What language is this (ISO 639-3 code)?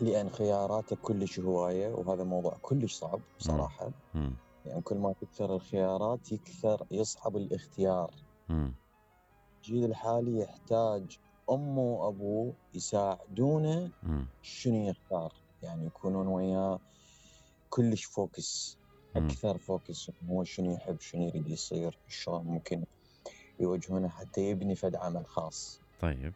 acm